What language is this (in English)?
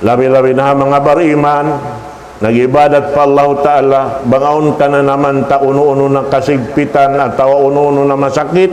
Tausug